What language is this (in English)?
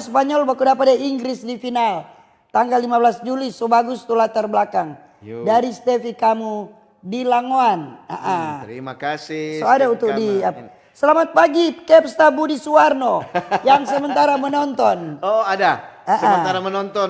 Manado Malay